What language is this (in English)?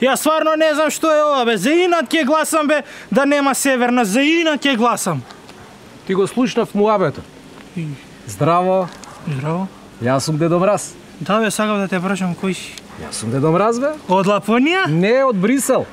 Macedonian